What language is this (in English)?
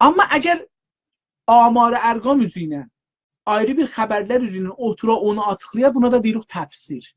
South Azerbaijani